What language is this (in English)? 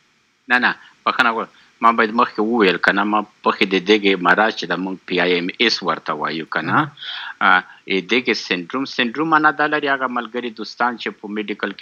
Pashto